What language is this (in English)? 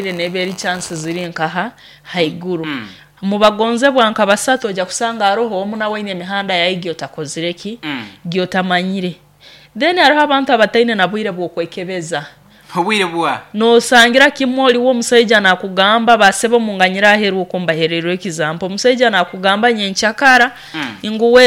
Nyoro